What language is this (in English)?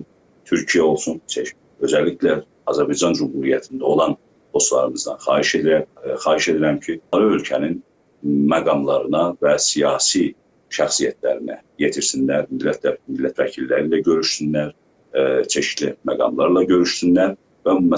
South Azerbaijani